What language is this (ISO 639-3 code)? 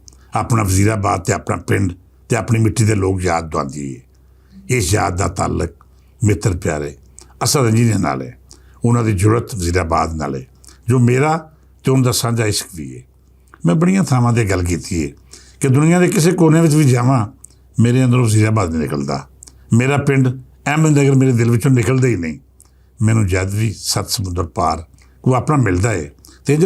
lah